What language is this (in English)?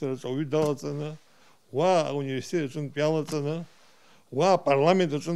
Abkhazian